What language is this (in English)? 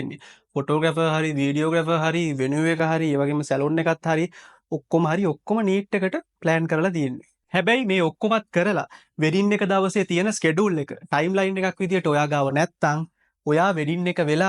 Sinhala